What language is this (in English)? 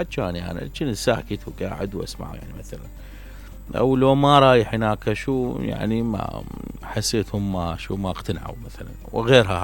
Mesopotamian Arabic